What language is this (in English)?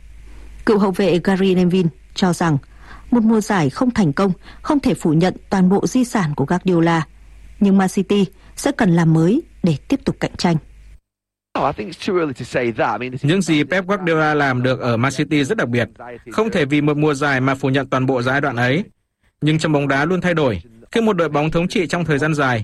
Vietnamese